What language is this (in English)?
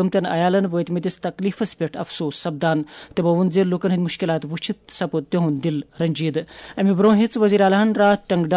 Kashmiri